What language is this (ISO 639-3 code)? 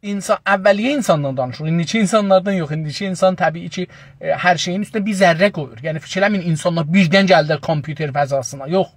azb